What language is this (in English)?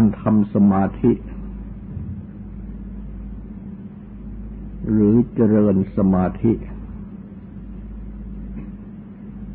Thai